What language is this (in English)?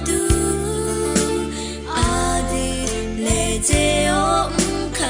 Akha